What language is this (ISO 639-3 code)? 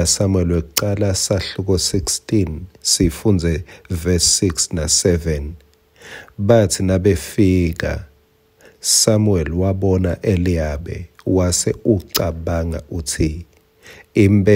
ssw